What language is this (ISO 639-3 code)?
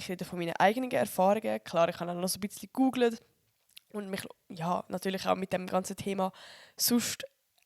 gsw